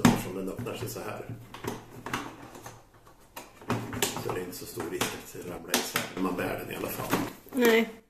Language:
Swedish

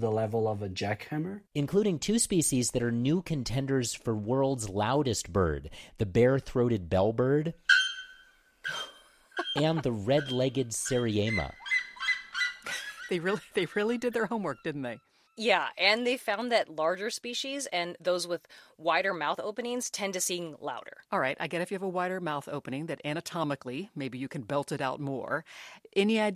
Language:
English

